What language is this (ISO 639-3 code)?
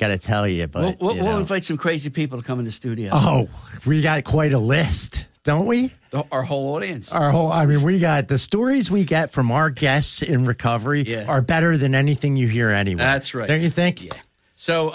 eng